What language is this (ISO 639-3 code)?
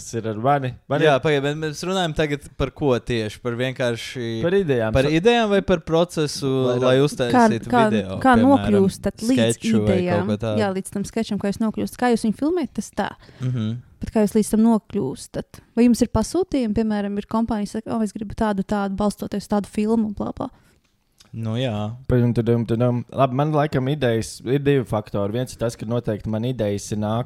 lav